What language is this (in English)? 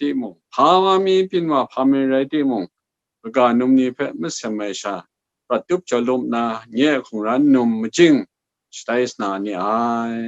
Kachin